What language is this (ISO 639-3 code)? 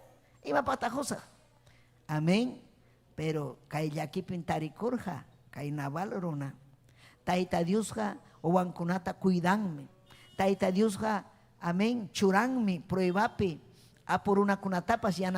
quy